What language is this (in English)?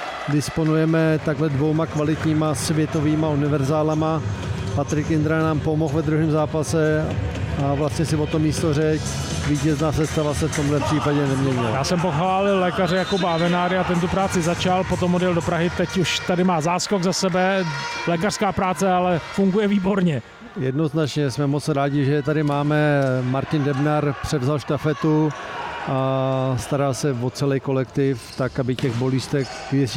Czech